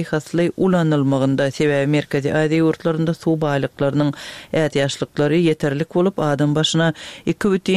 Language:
Turkmen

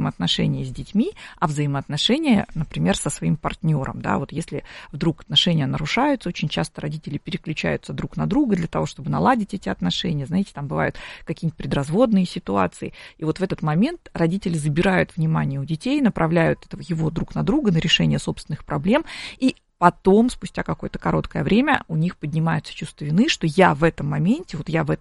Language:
Russian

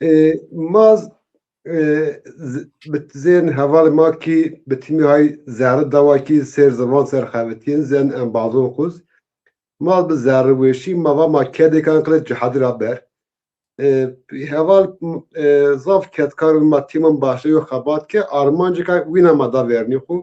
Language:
Zaza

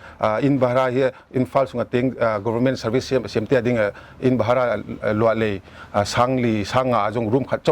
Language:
Paite Chin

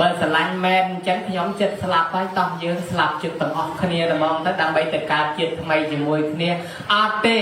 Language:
Khmer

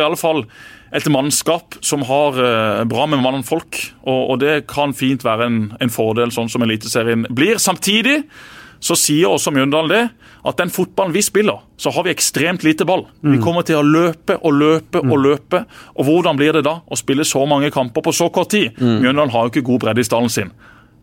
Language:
Norwegian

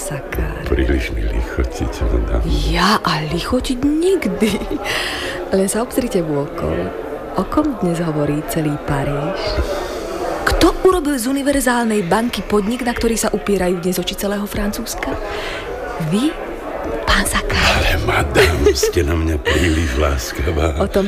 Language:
Slovak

